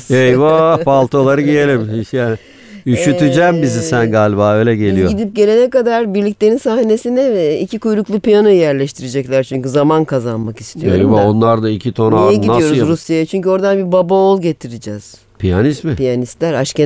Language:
Turkish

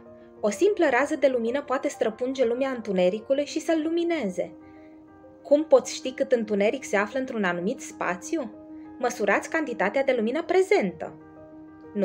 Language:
Romanian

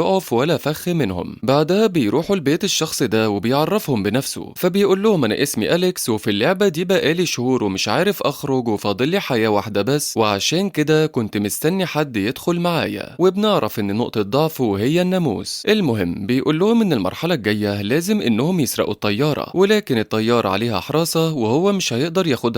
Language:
Egyptian Arabic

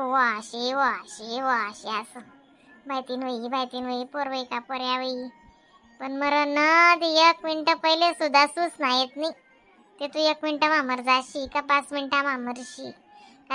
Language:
Khandesi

